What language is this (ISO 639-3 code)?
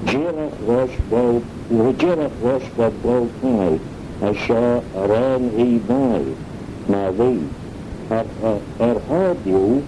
glv